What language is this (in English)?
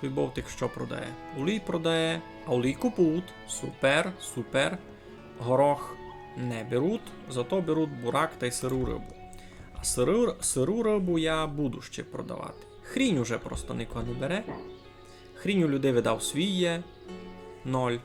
Rusyn